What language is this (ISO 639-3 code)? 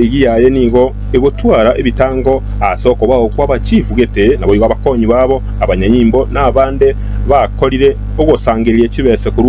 guz